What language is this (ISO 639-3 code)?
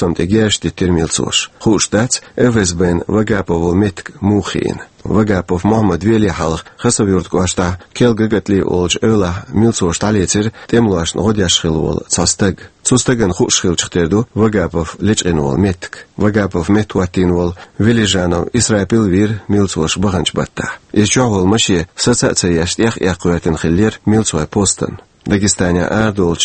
che